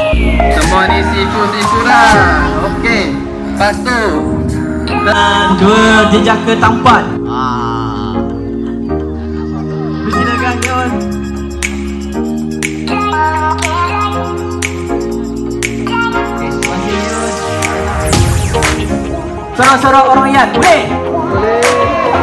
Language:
Malay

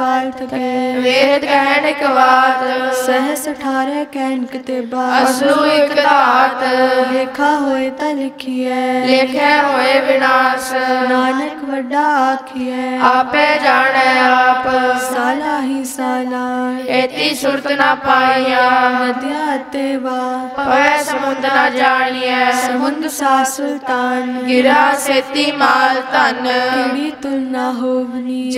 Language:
Punjabi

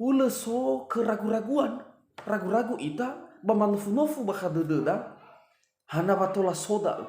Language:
Nias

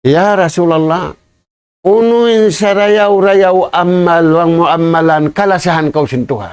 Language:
Tausug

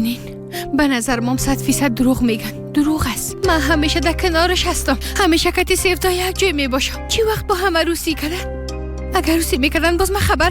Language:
Persian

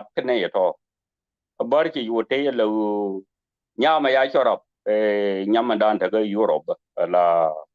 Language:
Nuer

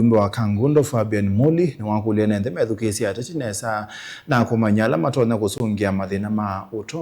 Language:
Kamba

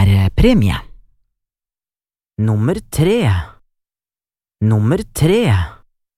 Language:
Norwegian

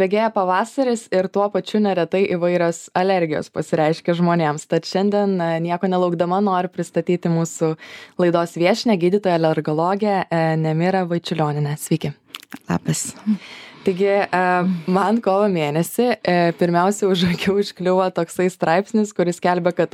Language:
Lithuanian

